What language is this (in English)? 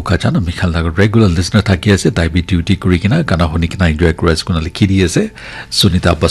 Naga Pidgin